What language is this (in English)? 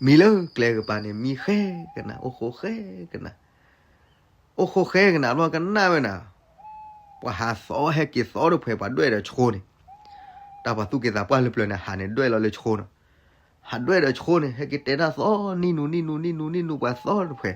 S'gaw Karen